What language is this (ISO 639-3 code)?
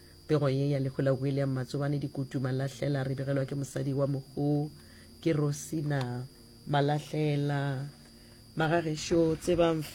nso